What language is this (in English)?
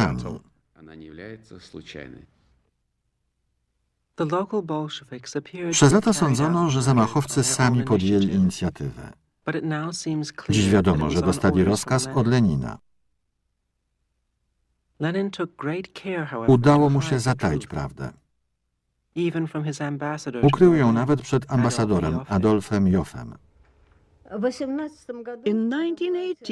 Polish